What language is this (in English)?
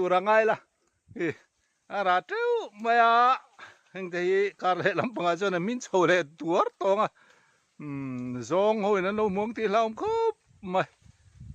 Mizo